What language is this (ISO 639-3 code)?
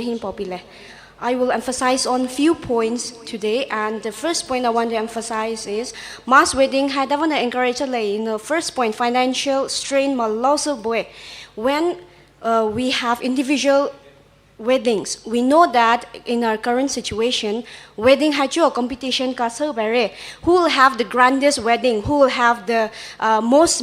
pmx